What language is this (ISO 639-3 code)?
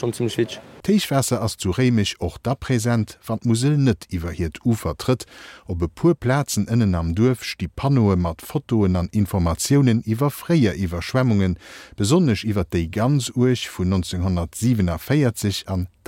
ltz